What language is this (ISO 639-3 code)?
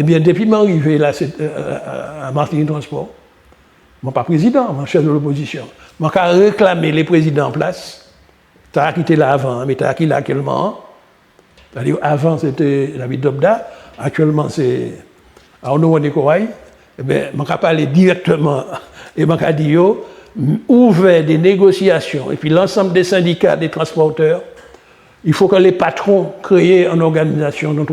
gcf